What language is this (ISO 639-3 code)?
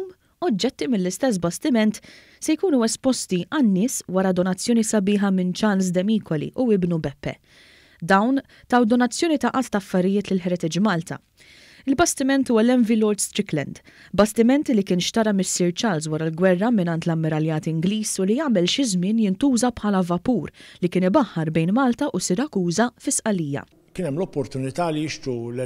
mlt